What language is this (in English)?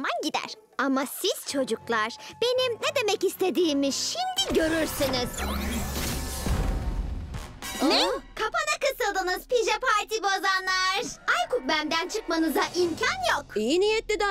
Turkish